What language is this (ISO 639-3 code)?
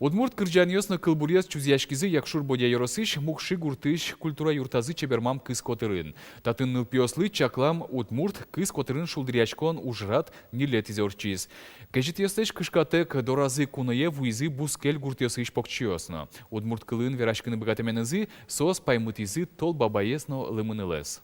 udm